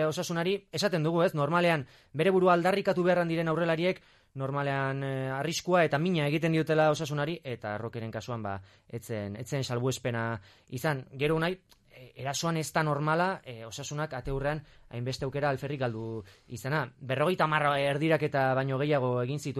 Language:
Basque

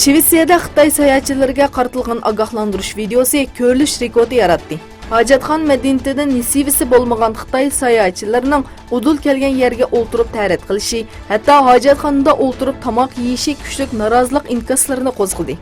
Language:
Uyghur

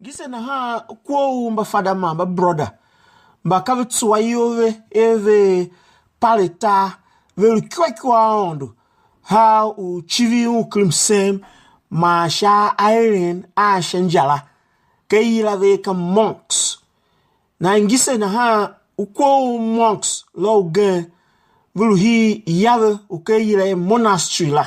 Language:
Tiv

